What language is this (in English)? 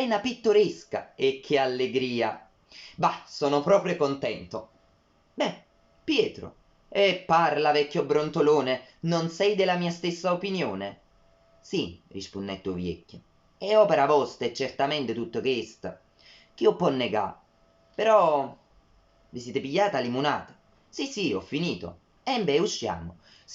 Neapolitan